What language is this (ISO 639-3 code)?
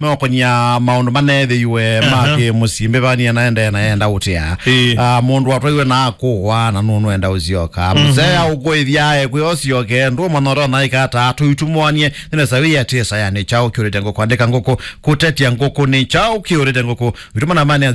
kam